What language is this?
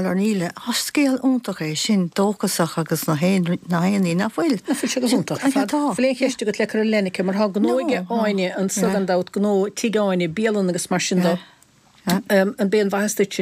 Irish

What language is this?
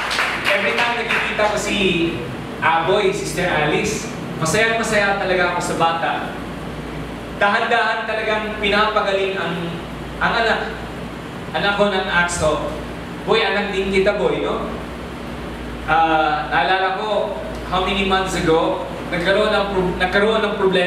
Filipino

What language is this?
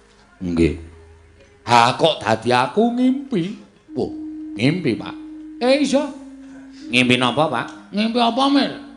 Javanese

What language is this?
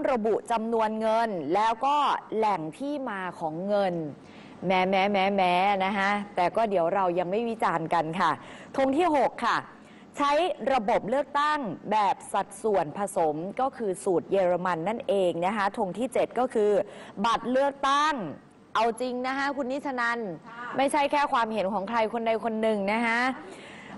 Thai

